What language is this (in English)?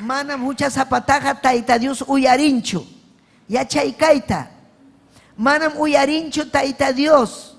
Ayacucho Quechua